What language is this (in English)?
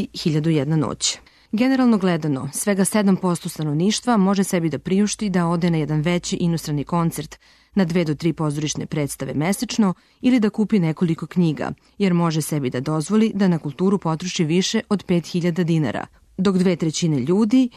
Serbian